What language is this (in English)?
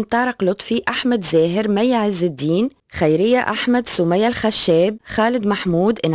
Tunisian Arabic